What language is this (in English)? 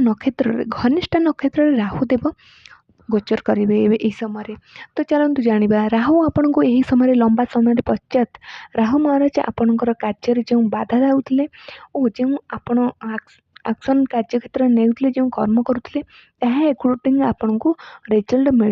Odia